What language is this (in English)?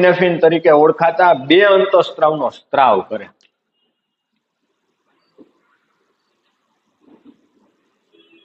Gujarati